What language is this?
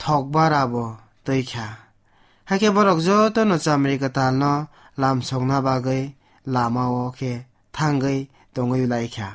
Kok Borok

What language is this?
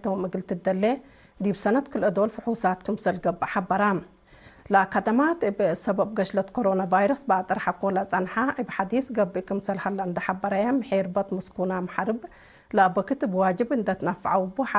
Tigre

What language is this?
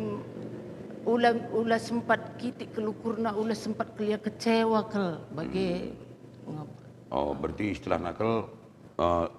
Batak Karo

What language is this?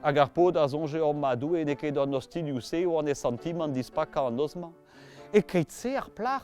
Breton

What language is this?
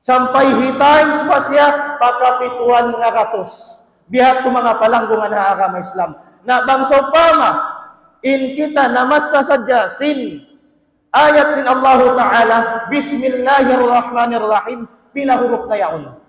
Tausug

